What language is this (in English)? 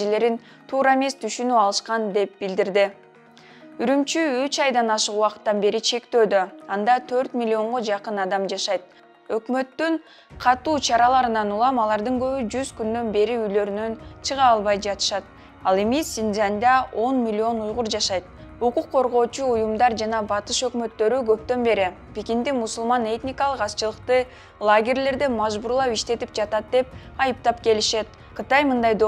Kyrgyz